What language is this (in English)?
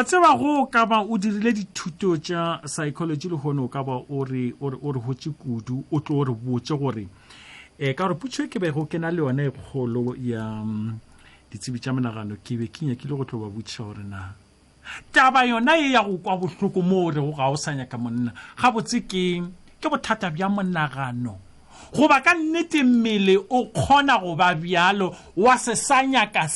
Northern Sotho